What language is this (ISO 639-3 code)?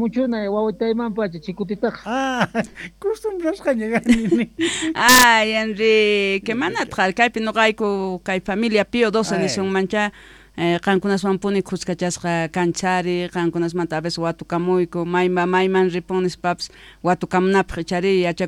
quh